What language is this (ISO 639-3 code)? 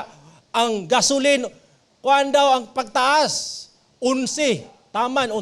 ceb